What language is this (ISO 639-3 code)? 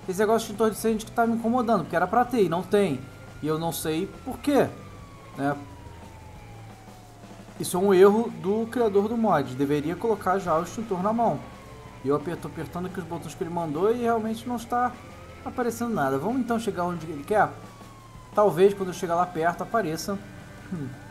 por